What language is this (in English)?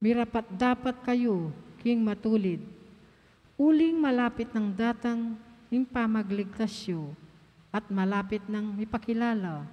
Pampanga